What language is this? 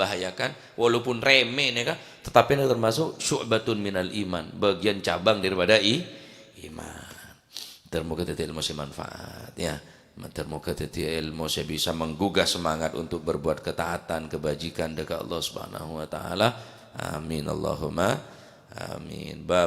Madurese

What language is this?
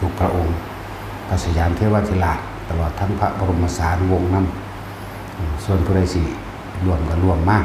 Northeastern Thai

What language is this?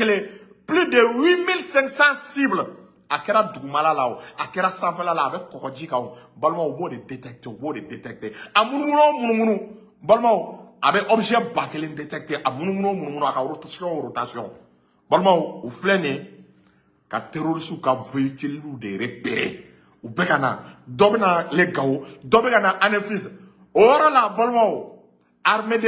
Bambara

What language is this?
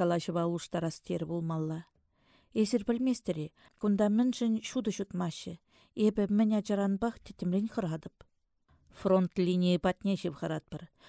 Chuvash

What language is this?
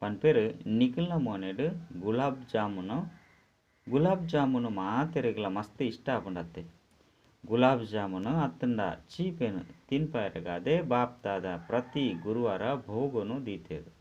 Tulu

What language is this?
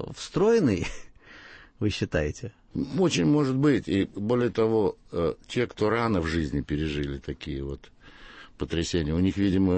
Russian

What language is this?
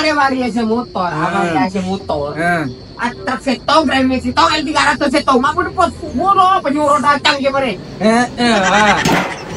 Madurese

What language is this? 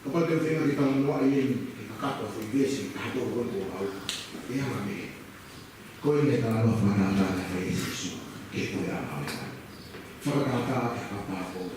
Tongan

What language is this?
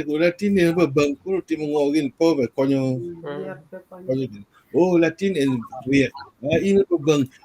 Acoli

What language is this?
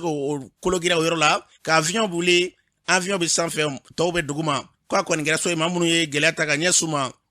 Bambara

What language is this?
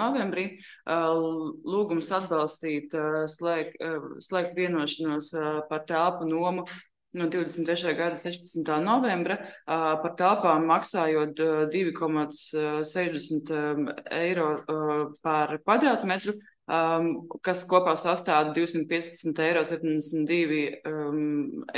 Latvian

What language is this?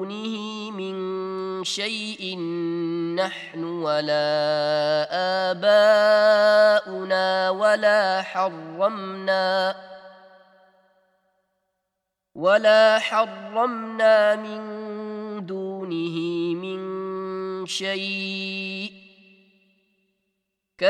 Arabic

